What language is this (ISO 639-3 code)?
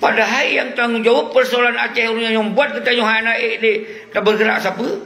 ace